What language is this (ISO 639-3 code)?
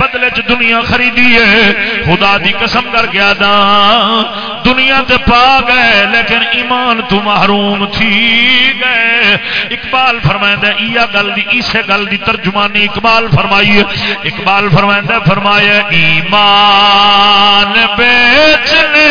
skr